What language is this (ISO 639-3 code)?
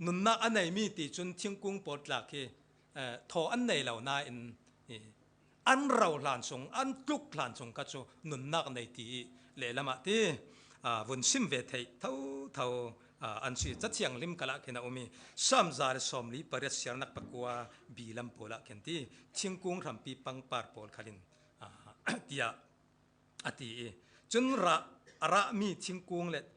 cfm